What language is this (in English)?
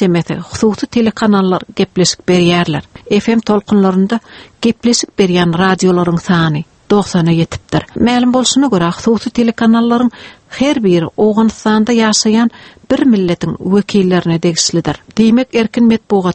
Turkmen